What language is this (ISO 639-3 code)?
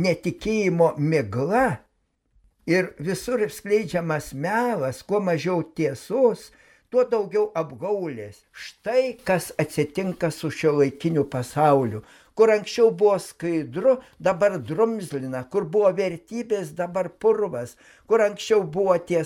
lit